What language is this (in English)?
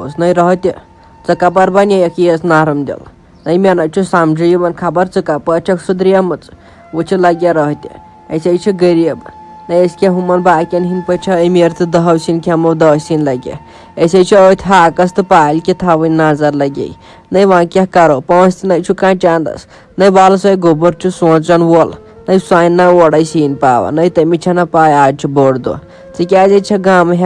Kashmiri